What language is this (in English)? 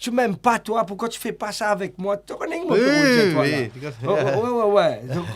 Morisyen